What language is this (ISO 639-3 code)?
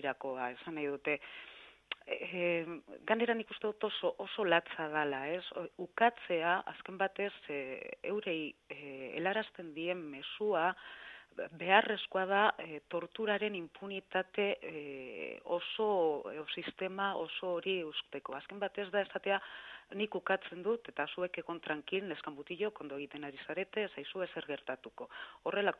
eus